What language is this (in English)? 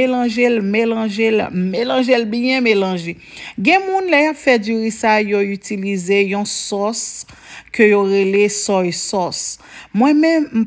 Haitian Creole